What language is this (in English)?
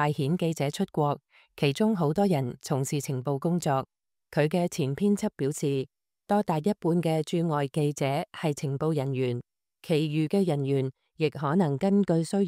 Cantonese